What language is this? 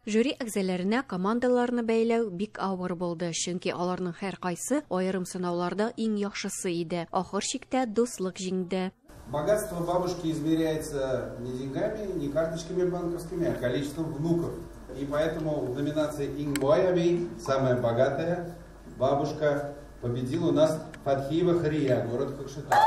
Tatar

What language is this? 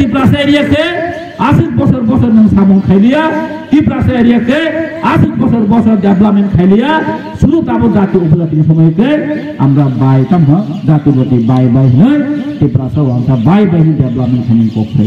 Kok Borok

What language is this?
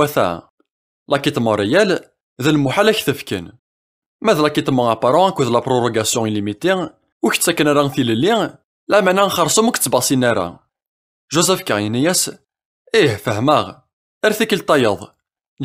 Kabyle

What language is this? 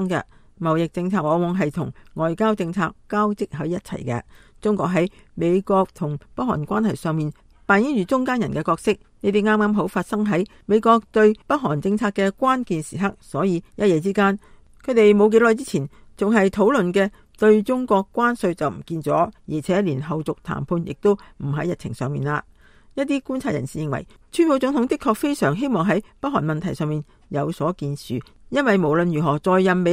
Cantonese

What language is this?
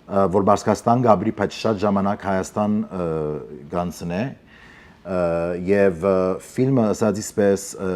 Western Armenian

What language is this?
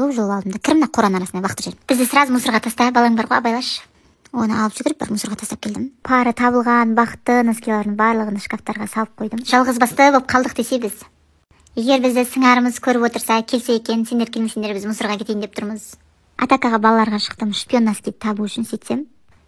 Kazakh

